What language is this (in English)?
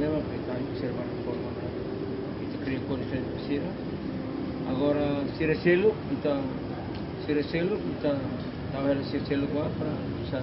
Tetum